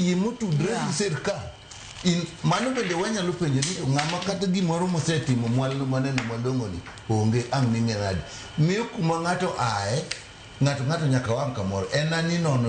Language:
Luo (Kenya and Tanzania)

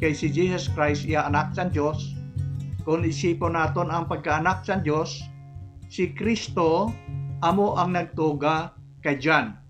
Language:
Hiligaynon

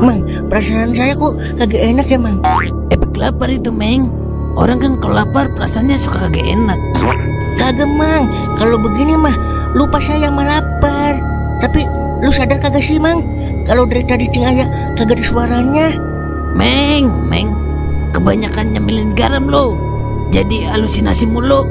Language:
Betawi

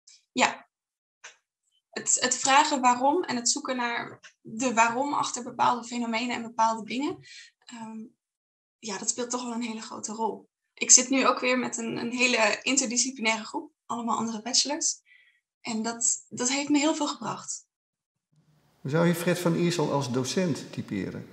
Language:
Dutch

